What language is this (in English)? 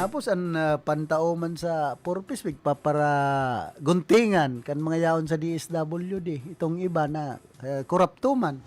Bikol